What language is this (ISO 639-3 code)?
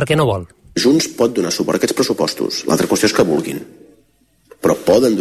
cat